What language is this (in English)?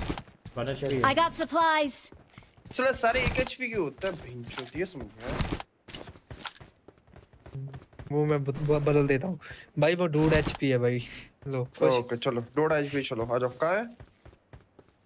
Hindi